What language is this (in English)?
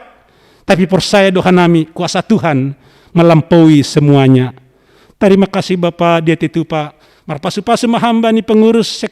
Batak Simalungun